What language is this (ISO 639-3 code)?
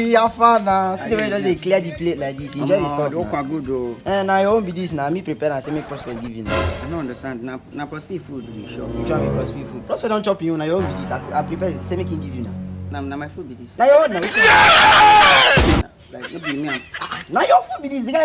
pcm